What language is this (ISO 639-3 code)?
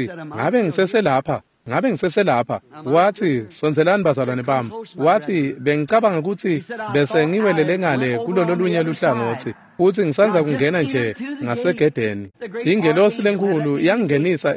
ssw